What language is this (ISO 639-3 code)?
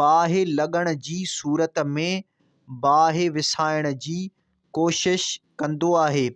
snd